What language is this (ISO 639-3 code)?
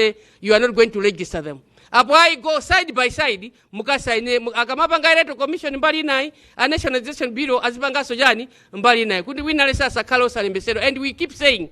nya